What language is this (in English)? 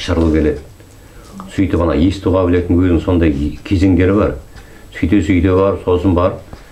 Kazakh